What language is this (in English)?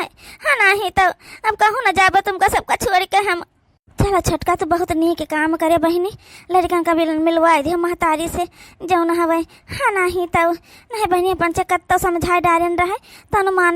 Awadhi